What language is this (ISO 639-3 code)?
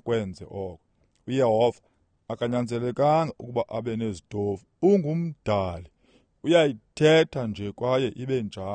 xho